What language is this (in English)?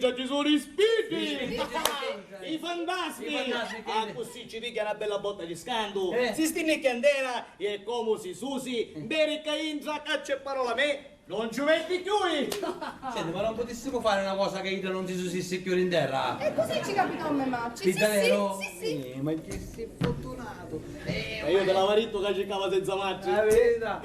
Sicilian